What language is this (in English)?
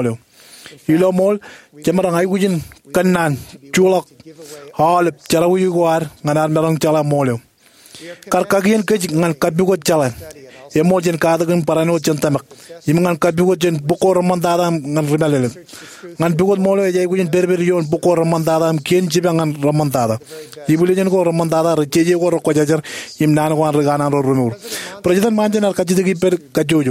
Marshallese